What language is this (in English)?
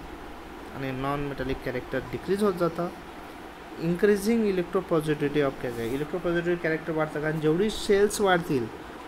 Marathi